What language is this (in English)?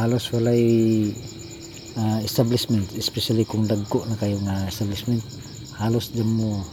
Cebuano